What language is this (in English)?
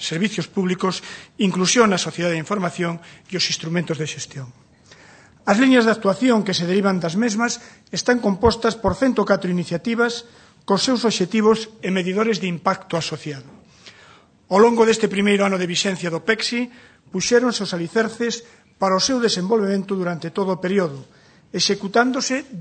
Galician